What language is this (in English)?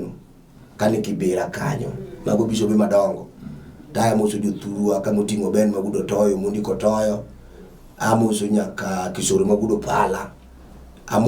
Luo (Kenya and Tanzania)